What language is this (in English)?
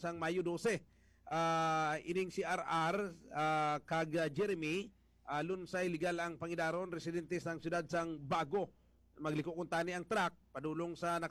Hiligaynon